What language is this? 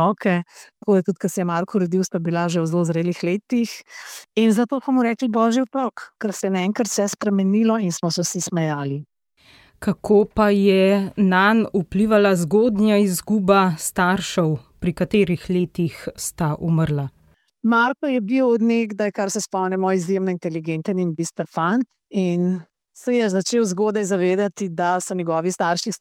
Slovenian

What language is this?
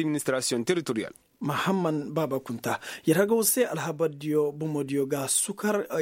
Koyraboro Senni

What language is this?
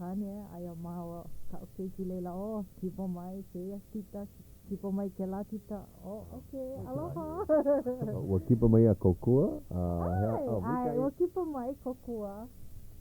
Hawaiian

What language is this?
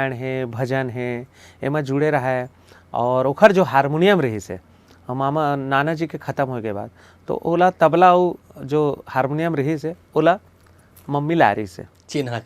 Chhattisgarhi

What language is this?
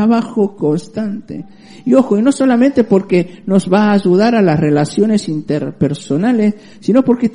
Spanish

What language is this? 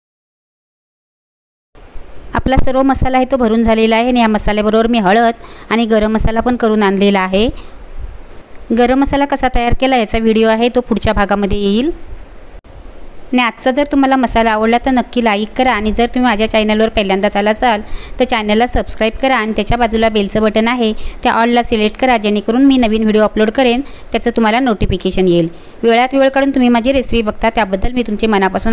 Marathi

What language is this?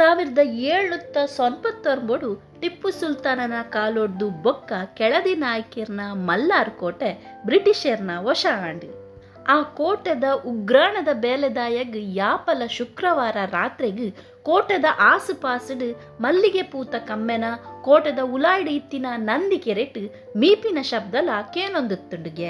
Tulu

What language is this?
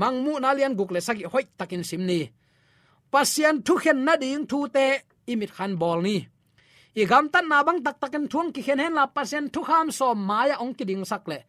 Tedim Chin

